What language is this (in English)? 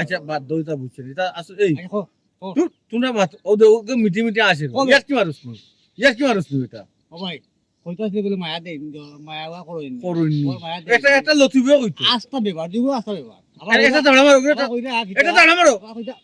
Sylheti